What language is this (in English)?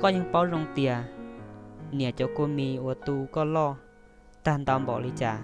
Hmong